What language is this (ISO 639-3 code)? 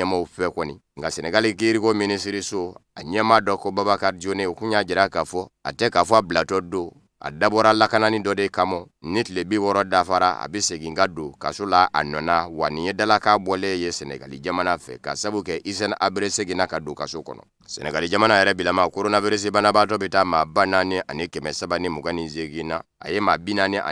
bam